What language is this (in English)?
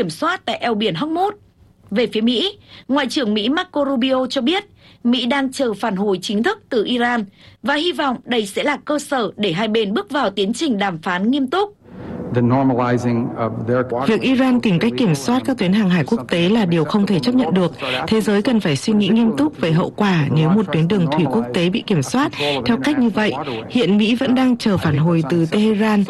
Vietnamese